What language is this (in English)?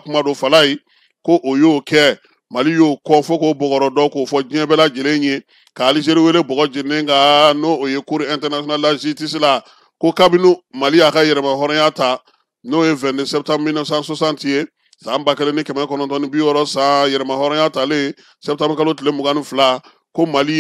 Bambara